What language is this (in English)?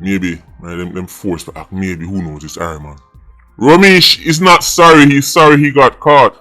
Jamaican Creole English